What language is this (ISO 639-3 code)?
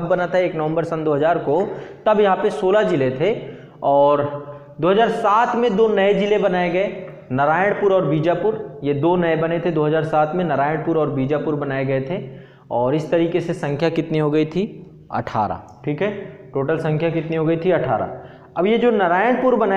hin